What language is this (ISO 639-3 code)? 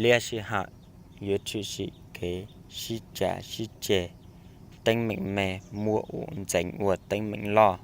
hmn